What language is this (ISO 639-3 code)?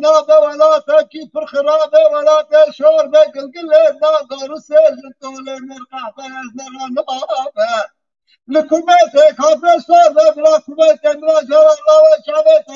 kur